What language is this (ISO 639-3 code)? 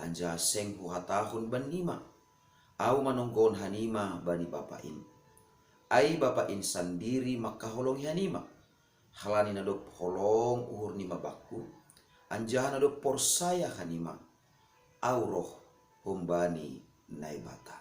bts